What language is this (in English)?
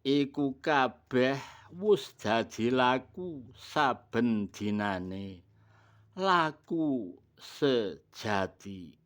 Javanese